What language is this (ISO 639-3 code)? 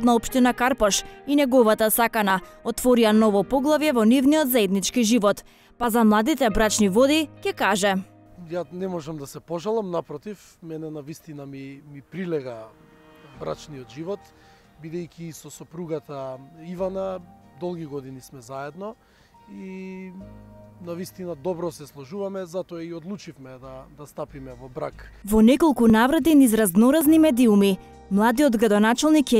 mkd